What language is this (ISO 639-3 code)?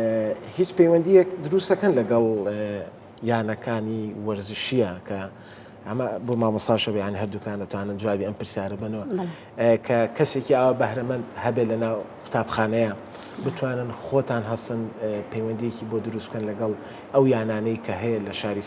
ckb